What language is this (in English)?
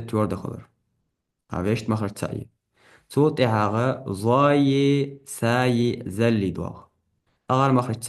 Ingush